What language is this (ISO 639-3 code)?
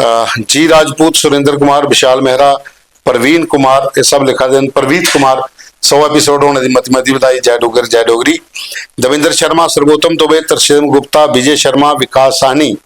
doi